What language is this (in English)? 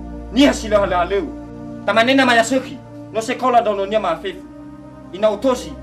Nias